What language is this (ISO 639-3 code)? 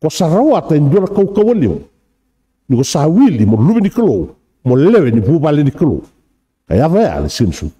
fij